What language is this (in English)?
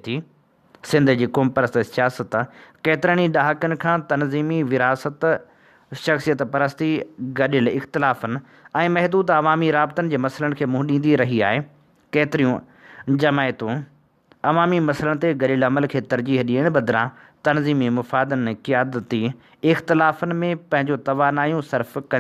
Sindhi